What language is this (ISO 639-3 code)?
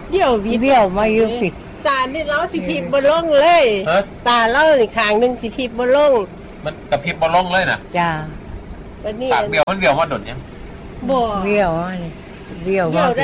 tha